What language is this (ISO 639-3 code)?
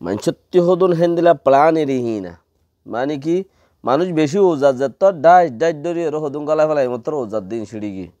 rhg